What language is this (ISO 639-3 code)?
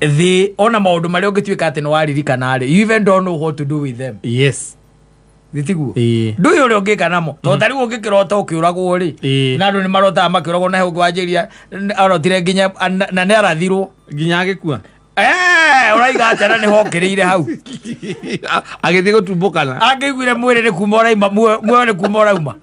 kik